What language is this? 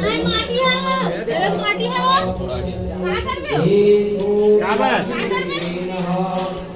Chhattisgarhi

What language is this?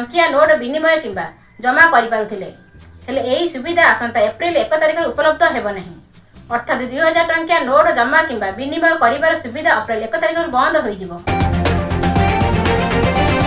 Odia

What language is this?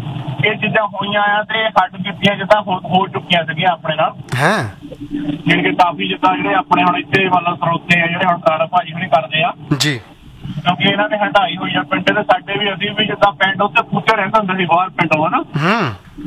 Punjabi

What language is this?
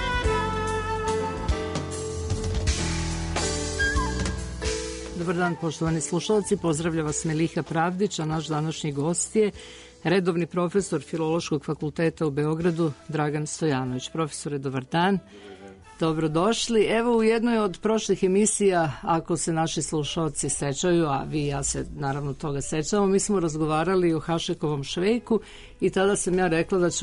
Serbian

